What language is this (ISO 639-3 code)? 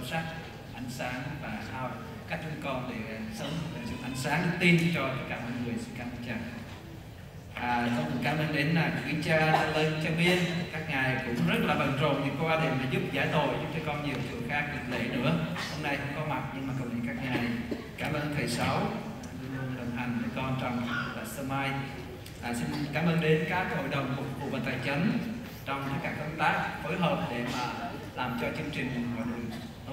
vie